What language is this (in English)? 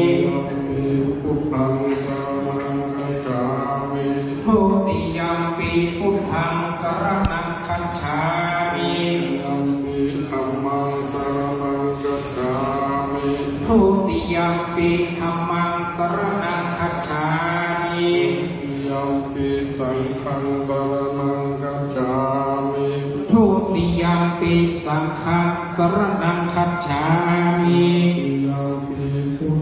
Pali